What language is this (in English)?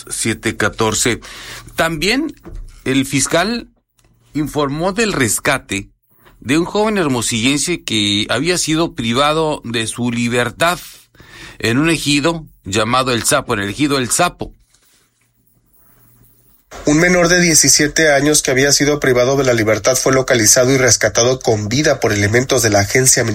Spanish